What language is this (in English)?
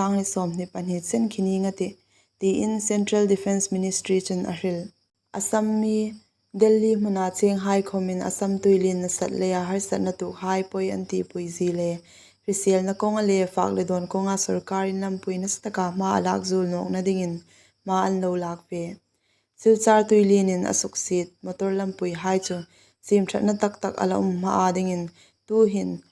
Hmar